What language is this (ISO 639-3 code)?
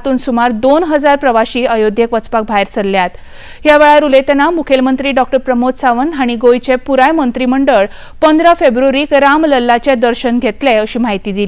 kok